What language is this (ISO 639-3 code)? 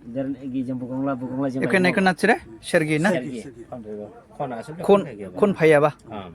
dis